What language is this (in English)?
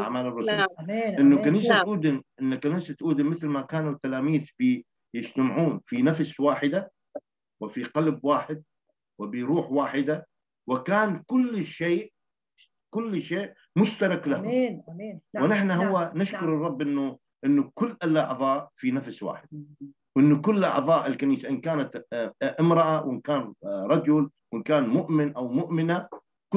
Arabic